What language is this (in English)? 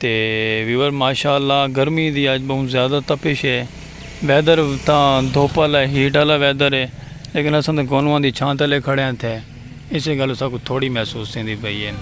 Saraiki